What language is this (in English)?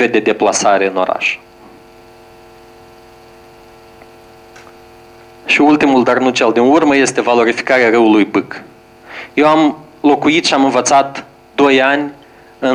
Romanian